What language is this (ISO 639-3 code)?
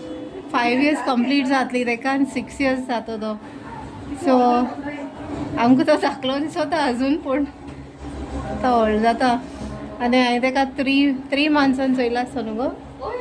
kok